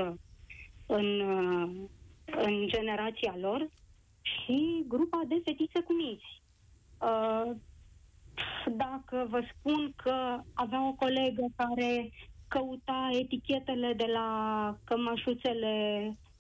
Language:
Romanian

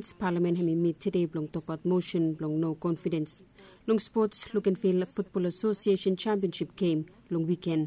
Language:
Bislama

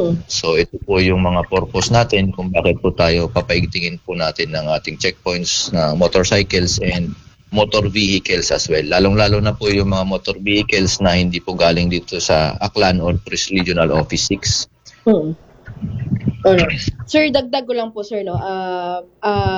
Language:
Filipino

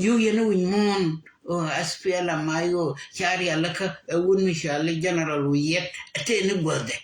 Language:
Nuer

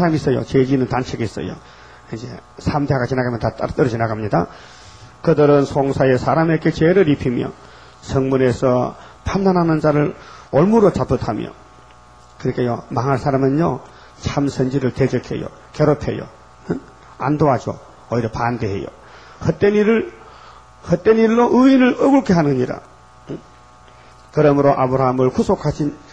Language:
Korean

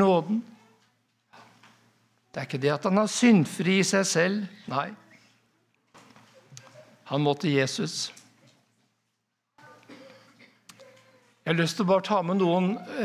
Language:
Norwegian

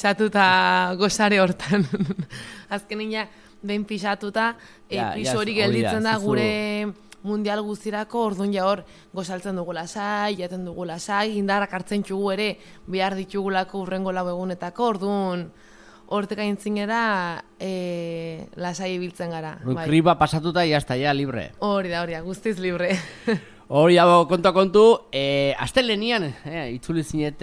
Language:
Basque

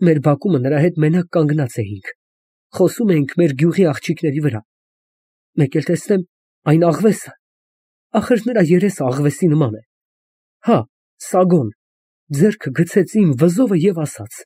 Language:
Armenian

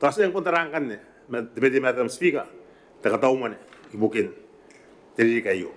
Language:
Gilbertese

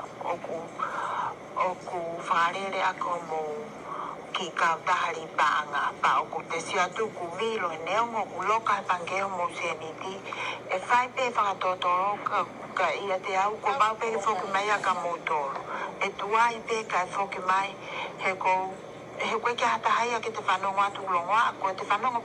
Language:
Tongan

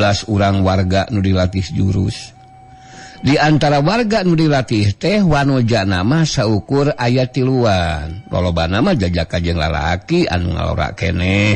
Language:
Sundanese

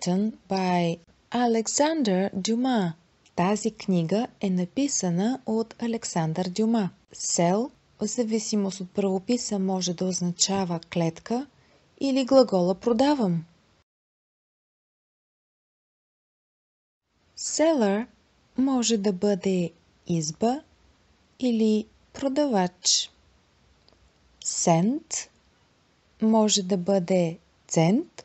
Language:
Bulgarian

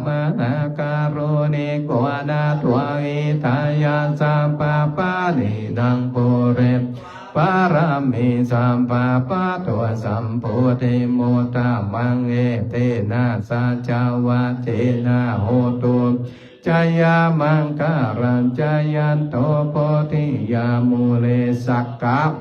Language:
Pali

